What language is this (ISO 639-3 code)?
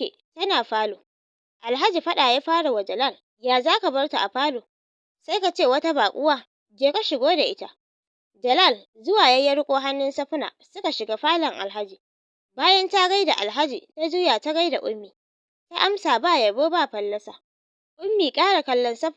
hau